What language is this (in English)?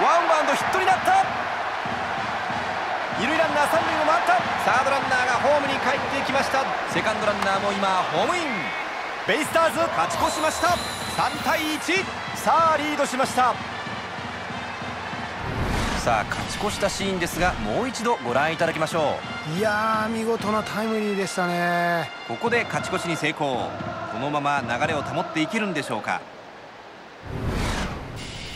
Japanese